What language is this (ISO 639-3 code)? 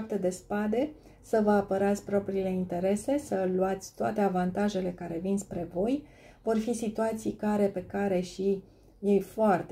ron